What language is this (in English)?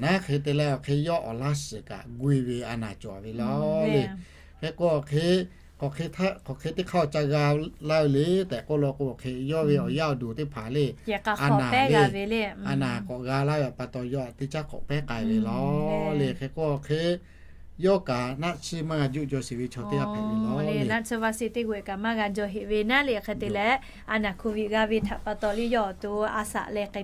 Lahu